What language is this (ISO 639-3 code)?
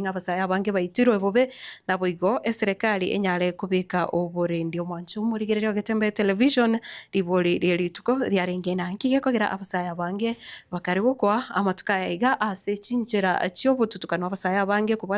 guz